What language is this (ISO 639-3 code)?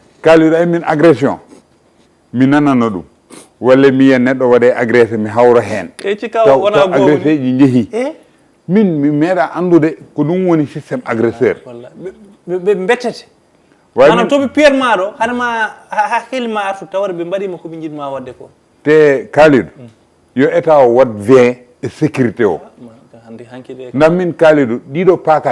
ful